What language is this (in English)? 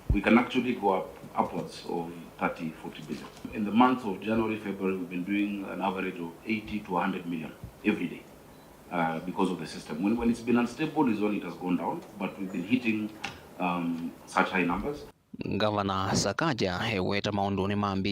Kamba